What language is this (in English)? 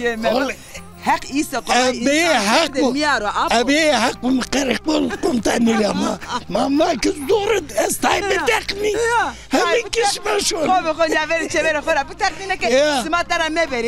Zaza